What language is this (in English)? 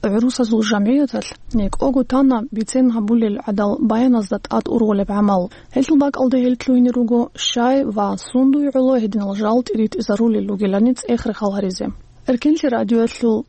Avaric